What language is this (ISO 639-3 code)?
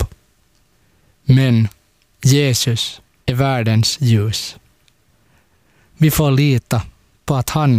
swe